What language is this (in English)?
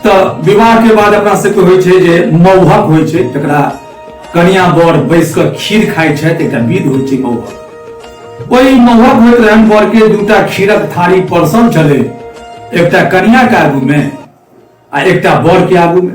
Maithili